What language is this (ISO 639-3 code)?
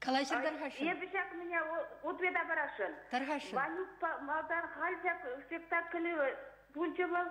chv